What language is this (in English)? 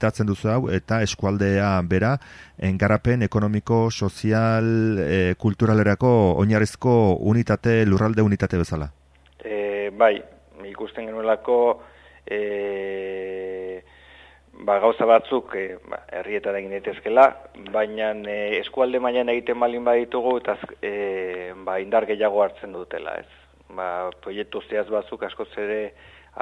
Basque